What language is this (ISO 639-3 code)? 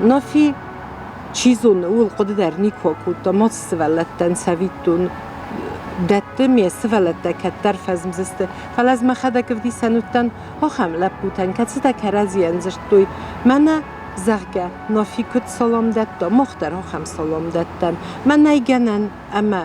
oss